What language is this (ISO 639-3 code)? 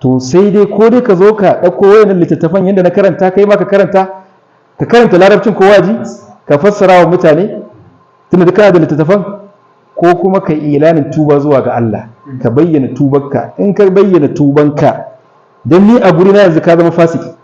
hau